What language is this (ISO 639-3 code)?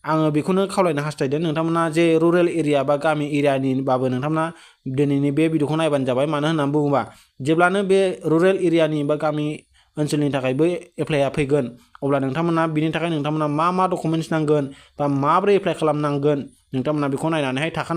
brx